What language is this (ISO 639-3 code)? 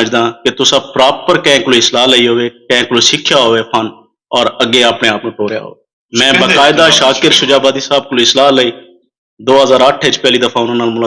skr